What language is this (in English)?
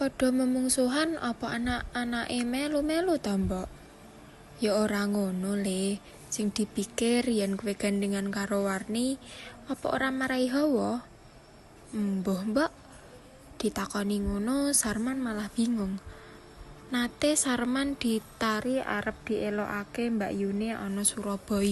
Javanese